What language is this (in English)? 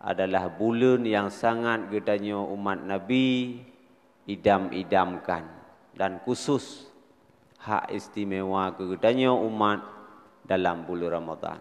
Achinese